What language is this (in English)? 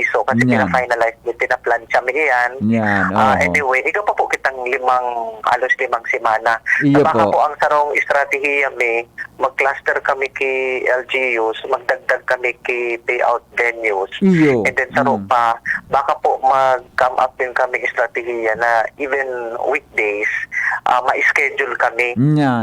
Bikol